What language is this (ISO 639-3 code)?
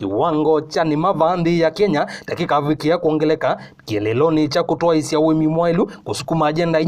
kam